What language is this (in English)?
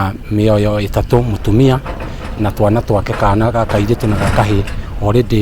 Kikuyu